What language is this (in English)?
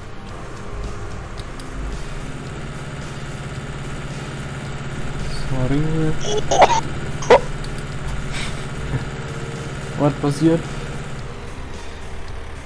German